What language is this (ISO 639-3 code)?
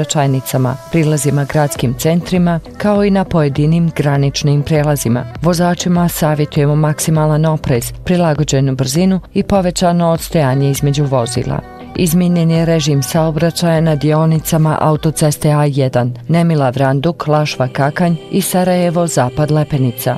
bos